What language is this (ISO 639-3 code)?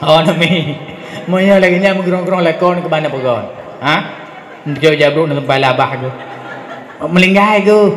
ace